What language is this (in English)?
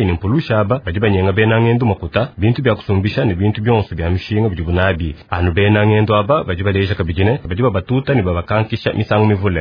Luba-Lulua